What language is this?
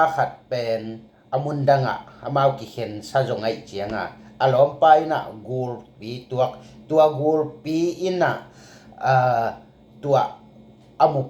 Tedim Chin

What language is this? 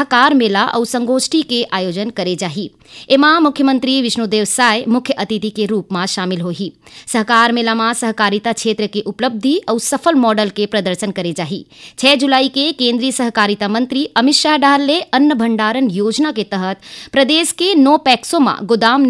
Chhattisgarhi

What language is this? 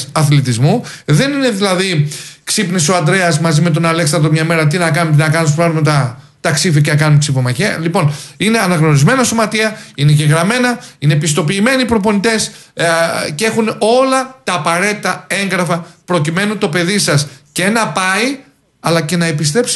Greek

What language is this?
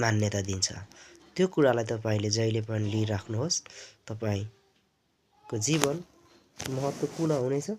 Nepali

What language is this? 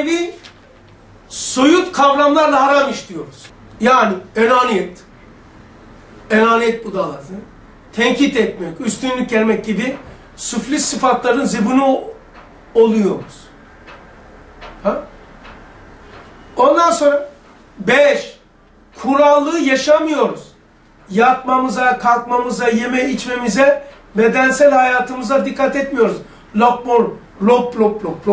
Turkish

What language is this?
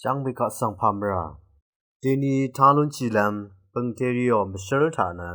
Rawang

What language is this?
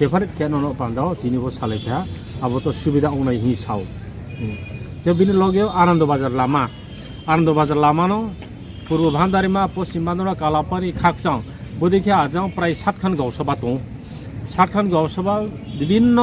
Riang (India)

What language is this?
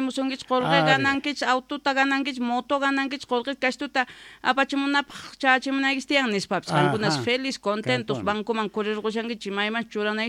Quechua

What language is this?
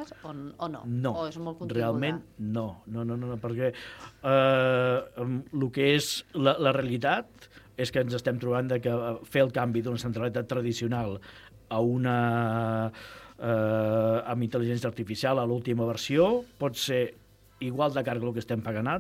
Catalan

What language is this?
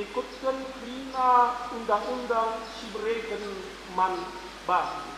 Batak Karo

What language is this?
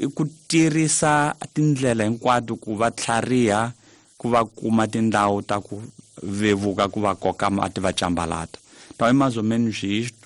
Tsonga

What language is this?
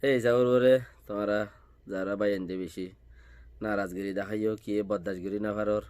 Rohingya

